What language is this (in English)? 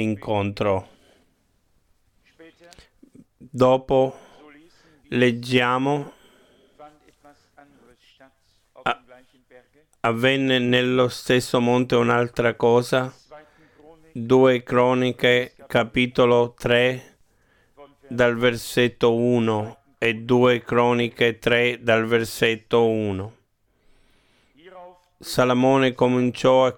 Italian